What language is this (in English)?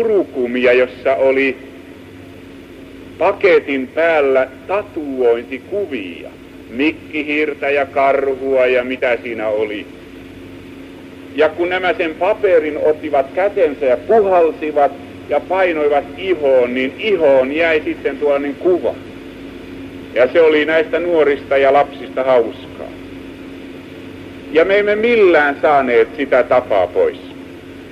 Finnish